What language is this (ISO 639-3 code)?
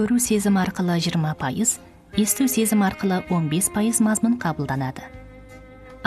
kaz